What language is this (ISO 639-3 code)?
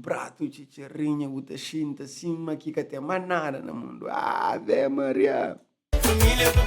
kea